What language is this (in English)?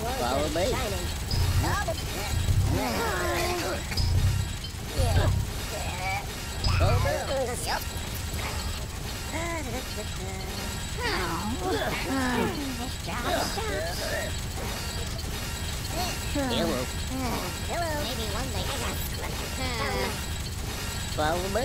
English